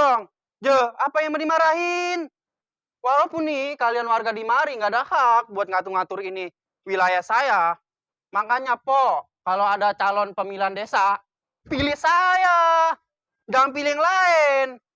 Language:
Betawi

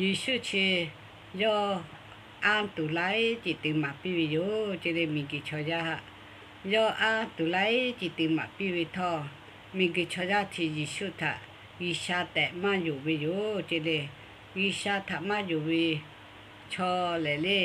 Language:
Lahu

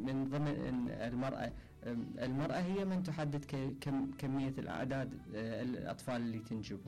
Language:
Mesopotamian Arabic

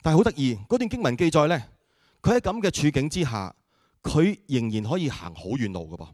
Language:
Cantonese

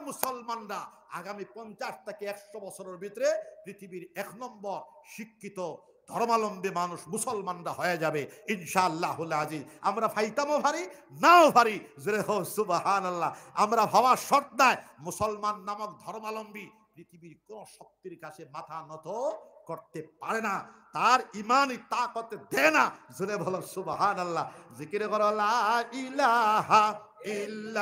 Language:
Sylheti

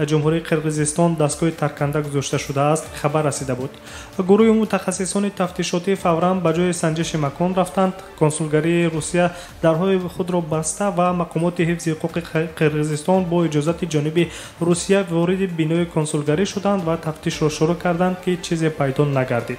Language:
Tajik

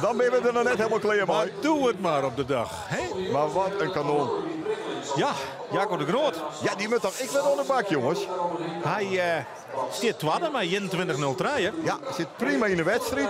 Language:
Western Frisian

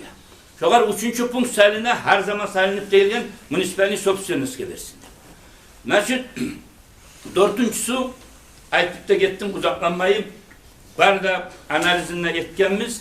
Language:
Kumyk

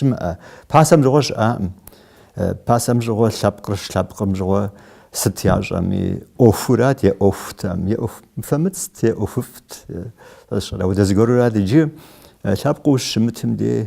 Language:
Kabardian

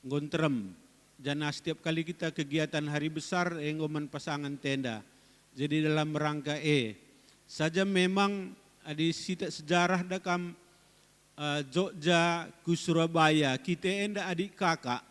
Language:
Batak Karo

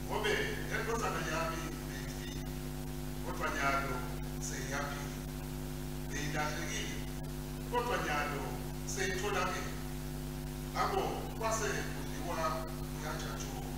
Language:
Swati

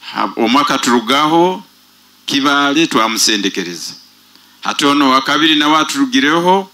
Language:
Nyoro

